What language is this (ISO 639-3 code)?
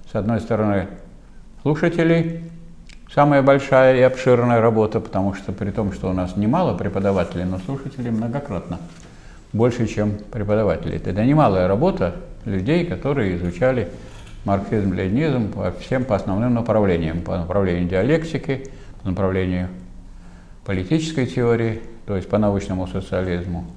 rus